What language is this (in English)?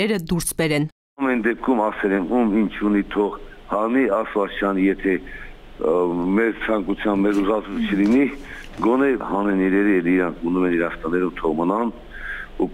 Armenian